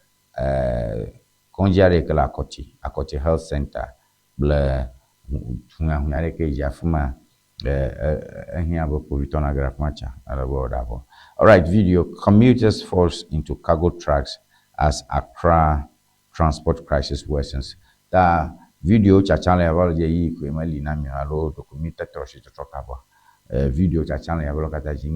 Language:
Ewe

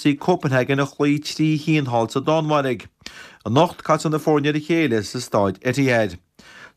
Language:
Irish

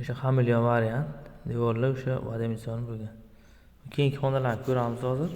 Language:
Uzbek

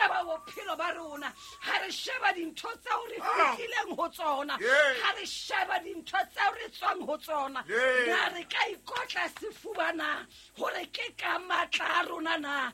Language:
Southern Sotho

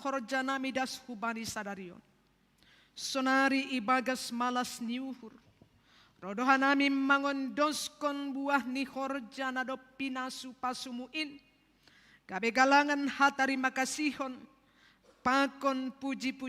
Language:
Batak Simalungun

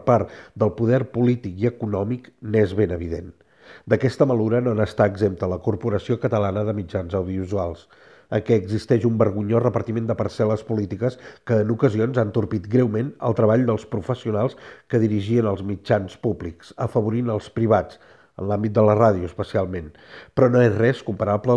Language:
Catalan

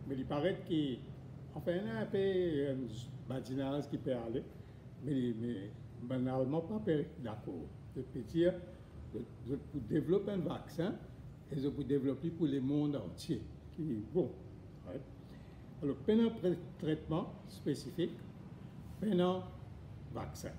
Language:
Morisyen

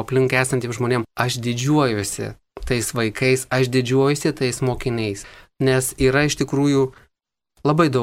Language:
Lithuanian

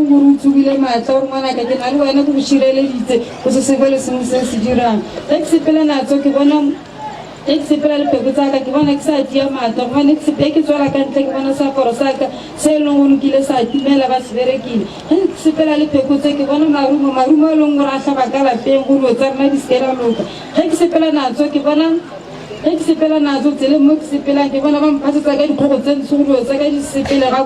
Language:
Northern Sotho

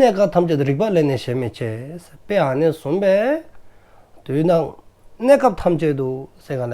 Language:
Dzongkha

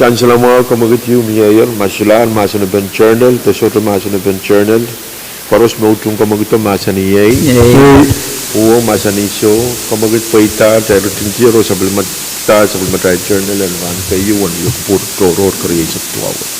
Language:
Pohnpeian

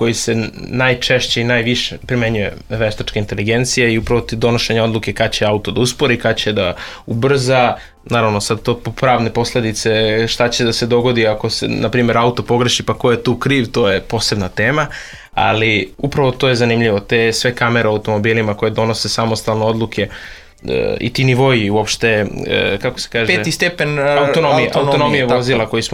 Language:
Serbian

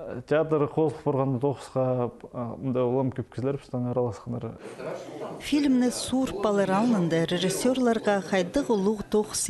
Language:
Khakas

